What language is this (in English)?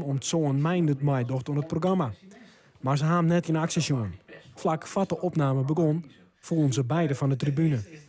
Western Frisian